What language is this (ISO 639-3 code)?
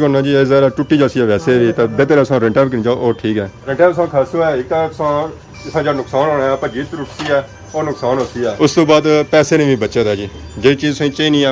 phr